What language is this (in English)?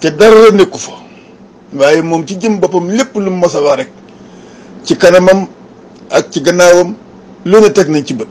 Wolof